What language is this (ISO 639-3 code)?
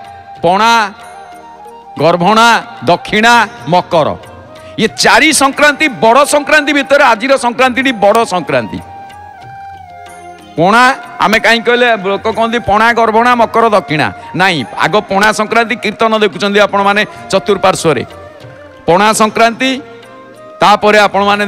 ori